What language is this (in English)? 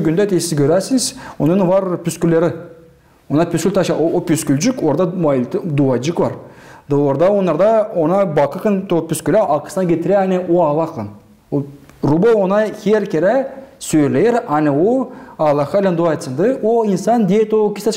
Gagauz